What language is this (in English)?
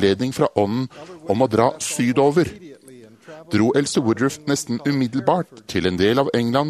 Norwegian